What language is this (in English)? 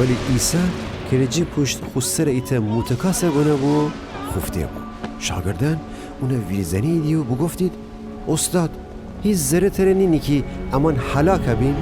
Gilaki